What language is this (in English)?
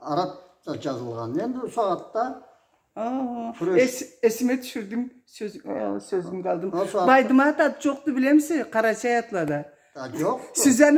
Karachay-Balkar